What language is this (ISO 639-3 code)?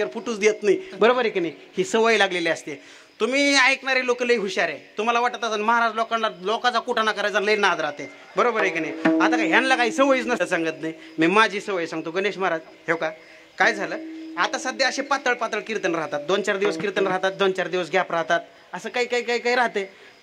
mar